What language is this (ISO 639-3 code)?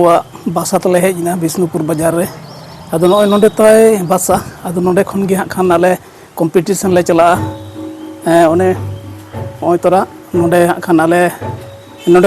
sat